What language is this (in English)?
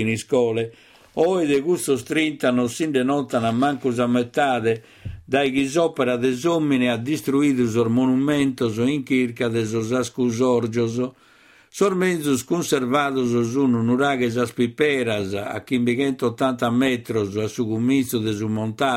Sardinian